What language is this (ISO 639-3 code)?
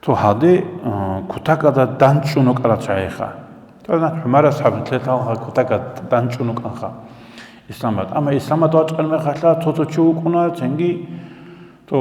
ava